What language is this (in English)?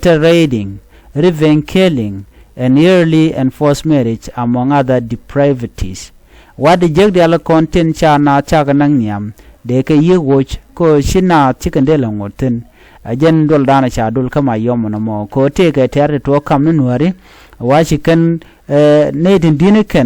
Nuer